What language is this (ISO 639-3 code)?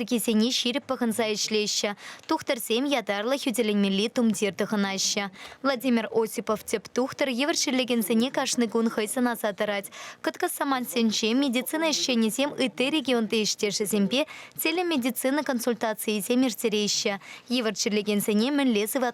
chv